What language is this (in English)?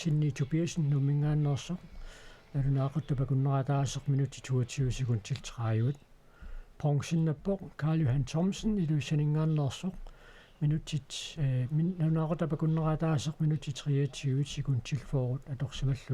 Kalaallisut